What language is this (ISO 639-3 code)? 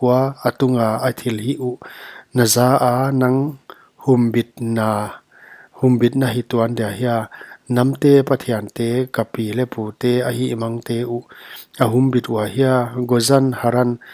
pck